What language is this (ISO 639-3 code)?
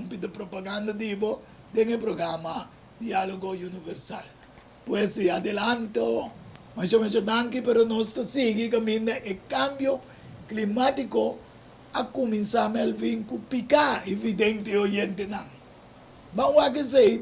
pap